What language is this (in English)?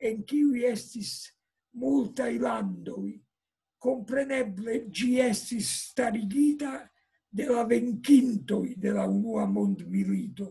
Esperanto